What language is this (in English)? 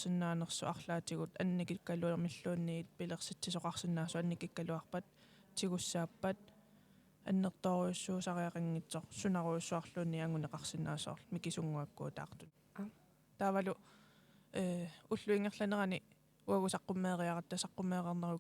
Kalaallisut